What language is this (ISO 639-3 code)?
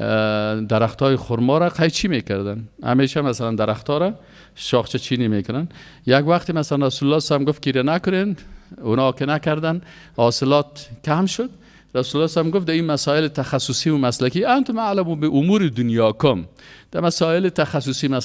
fas